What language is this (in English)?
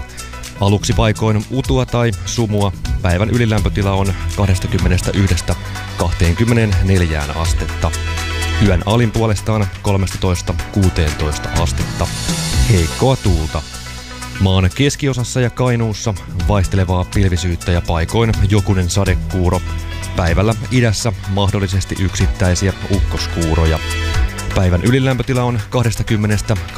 Finnish